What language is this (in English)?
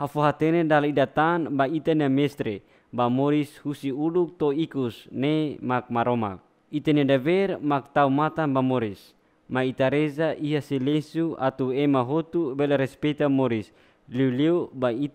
Tetum